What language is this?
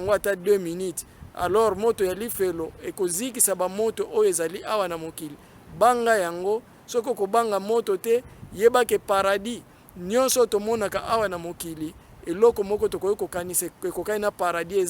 Lingala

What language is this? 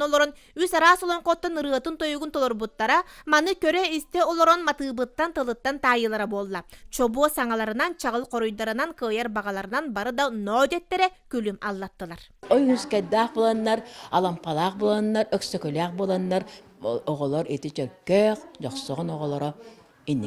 Yakut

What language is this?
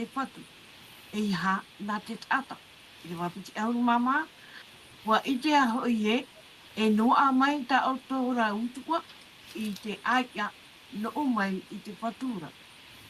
Tahitian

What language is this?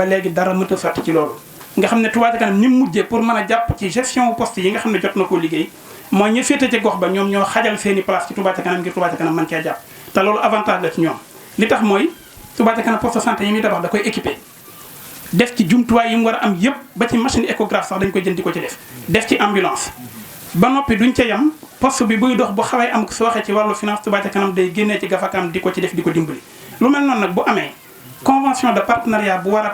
Wolof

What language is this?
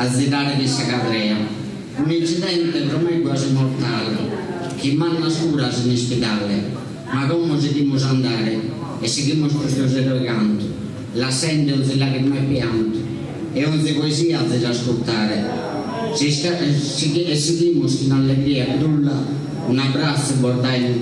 Sardinian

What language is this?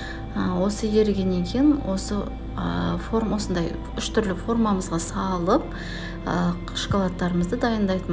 Kazakh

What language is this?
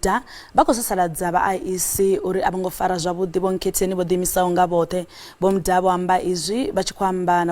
Venda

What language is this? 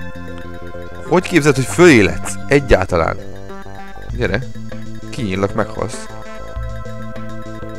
Hungarian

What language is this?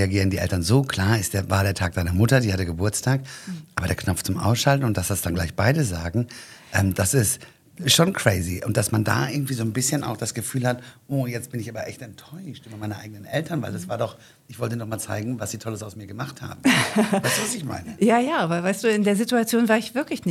German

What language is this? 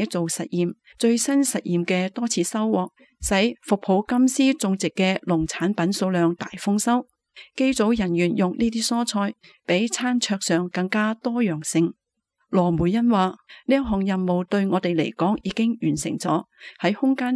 Cantonese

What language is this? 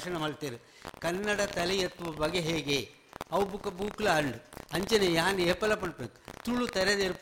Tulu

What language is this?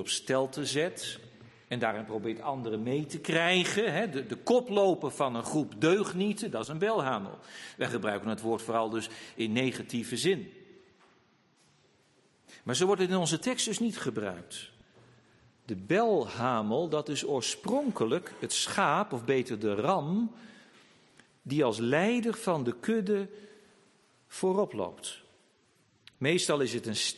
Dutch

